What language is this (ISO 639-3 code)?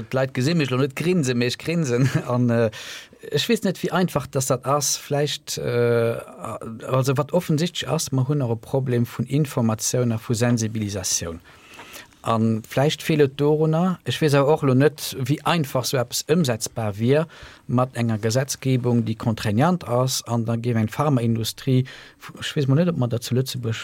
ltz